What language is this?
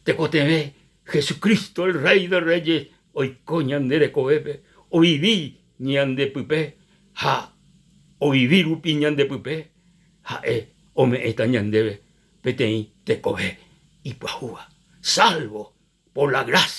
Guarani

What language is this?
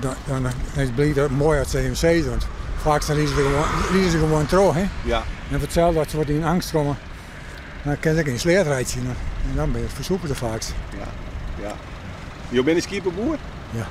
Western Frisian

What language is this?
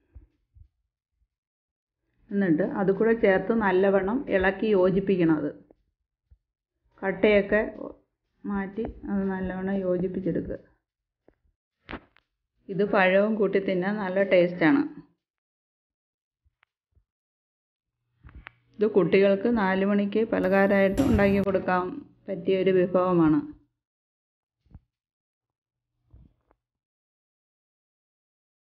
Malayalam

